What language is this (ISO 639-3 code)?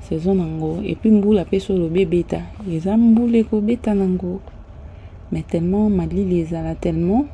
lin